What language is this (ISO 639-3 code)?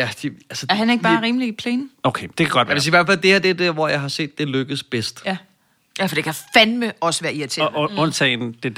dan